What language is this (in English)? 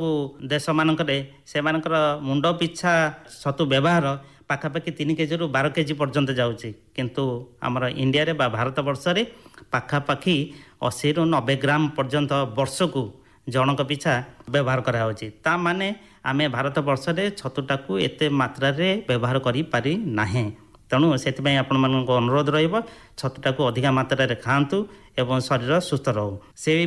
Odia